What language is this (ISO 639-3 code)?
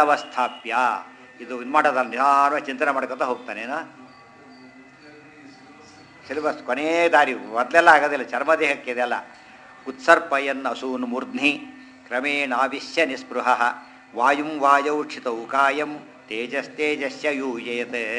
kan